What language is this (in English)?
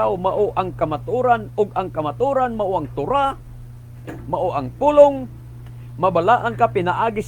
Cebuano